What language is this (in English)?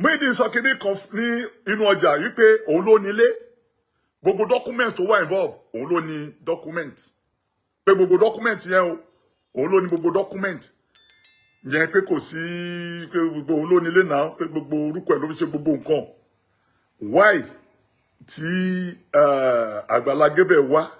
Yoruba